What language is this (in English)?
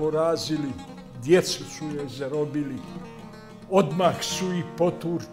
Bosnian